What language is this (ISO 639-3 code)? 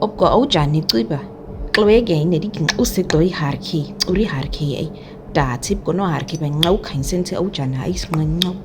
naq